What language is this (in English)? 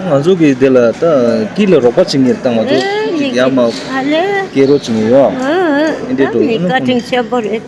Tibetan